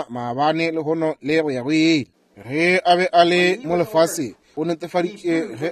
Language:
Northern Sotho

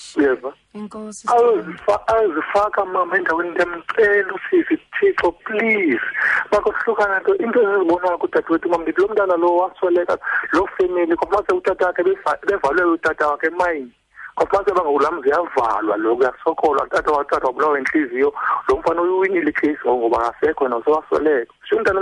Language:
Xhosa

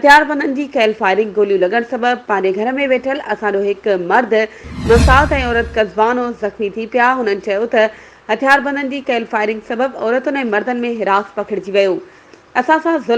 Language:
Sindhi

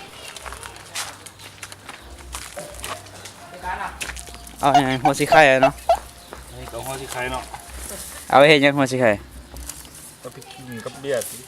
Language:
Lao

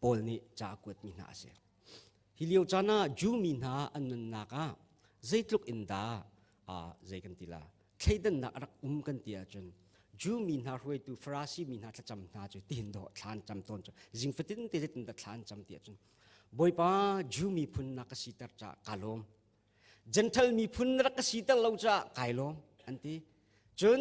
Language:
Hakha Chin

